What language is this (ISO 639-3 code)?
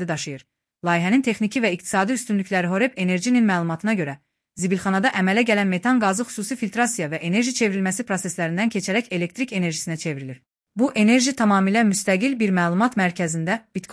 aze